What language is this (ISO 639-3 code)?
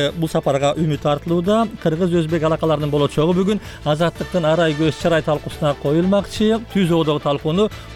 kir